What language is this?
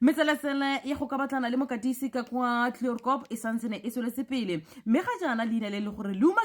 Tswana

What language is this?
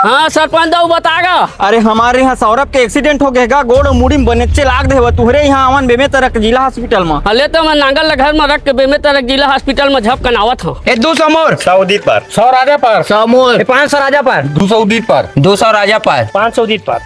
Chhattisgarhi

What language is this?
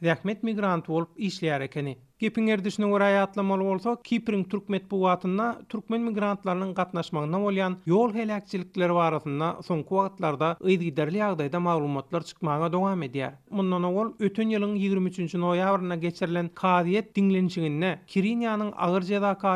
Turkmen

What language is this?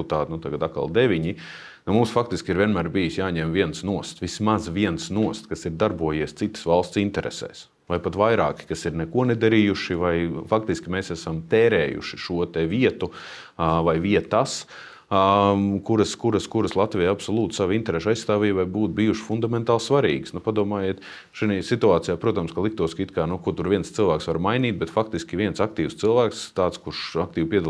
Latvian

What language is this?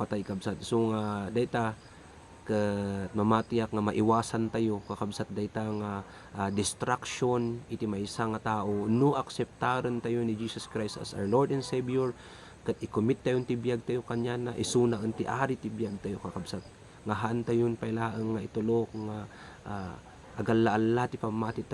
Iloko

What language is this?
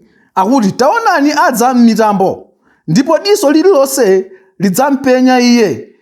Nyanja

